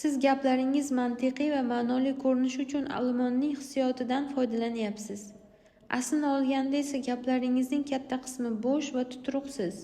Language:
Uzbek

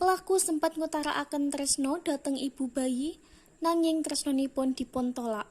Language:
Javanese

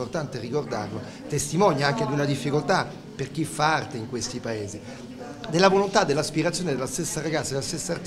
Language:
Italian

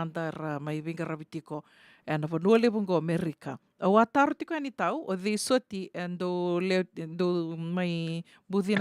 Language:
Fijian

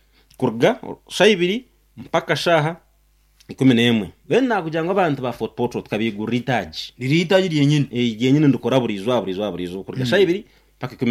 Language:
Nyankole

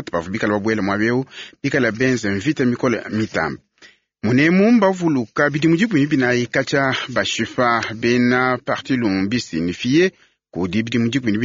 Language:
Luba-Lulua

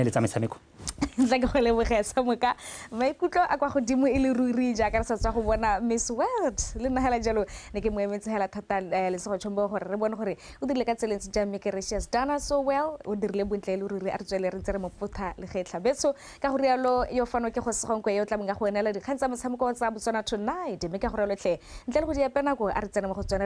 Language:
Tswana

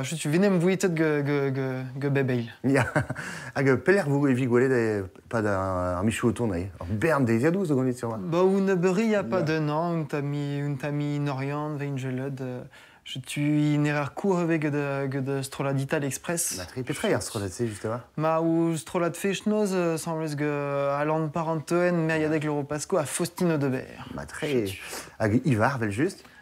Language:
Breton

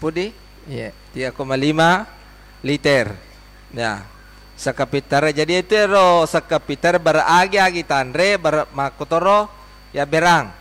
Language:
Buginese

